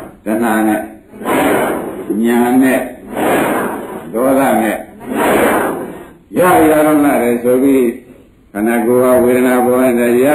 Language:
Burmese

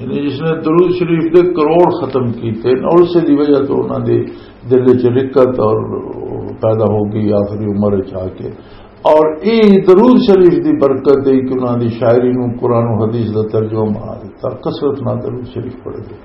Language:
Western Panjabi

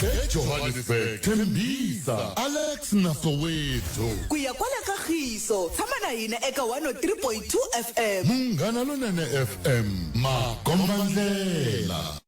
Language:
Tsonga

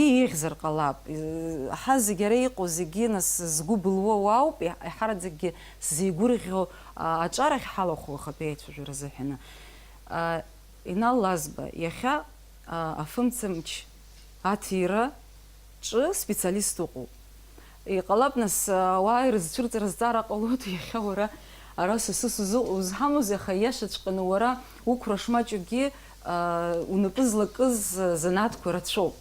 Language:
Abkhazian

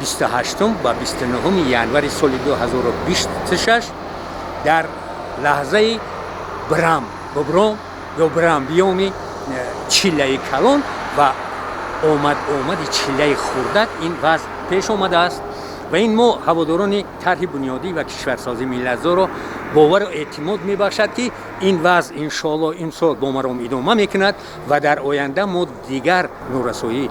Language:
Tajik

